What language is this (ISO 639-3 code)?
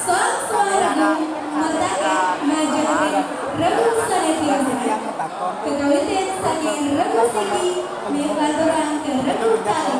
ban